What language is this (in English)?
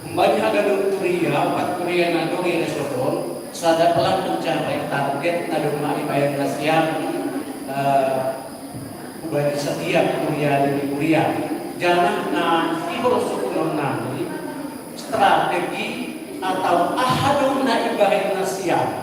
Batak Simalungun